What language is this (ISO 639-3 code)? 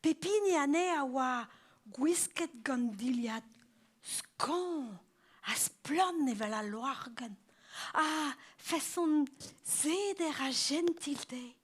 bre